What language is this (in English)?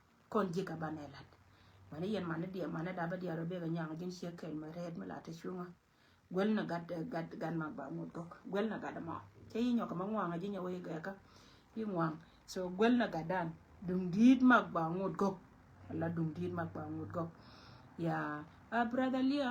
Nuer